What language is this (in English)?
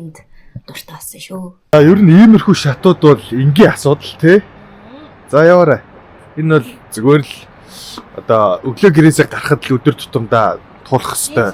Mongolian